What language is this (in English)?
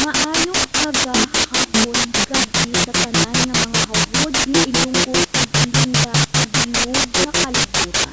Hiligaynon